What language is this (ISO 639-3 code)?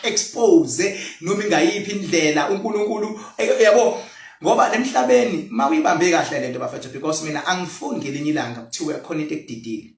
zul